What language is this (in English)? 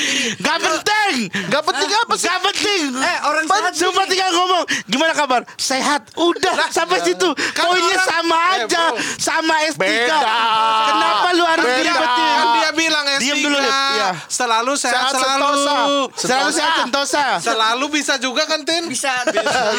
Indonesian